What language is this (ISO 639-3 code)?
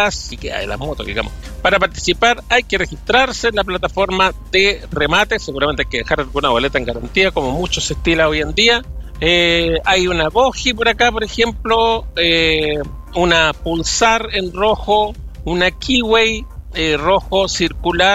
spa